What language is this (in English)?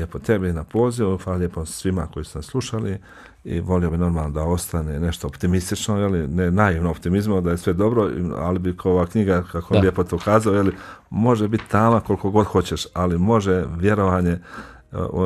Bosnian